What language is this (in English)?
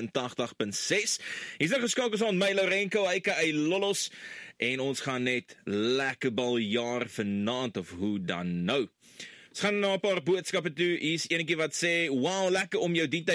Afrikaans